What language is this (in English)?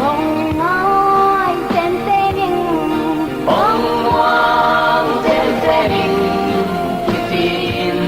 Tedim Chin